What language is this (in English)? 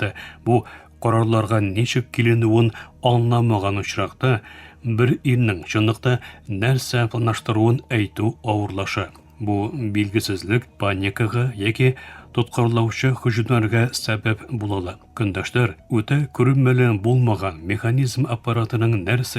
Tatar